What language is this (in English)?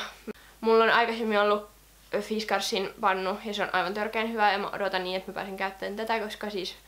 Finnish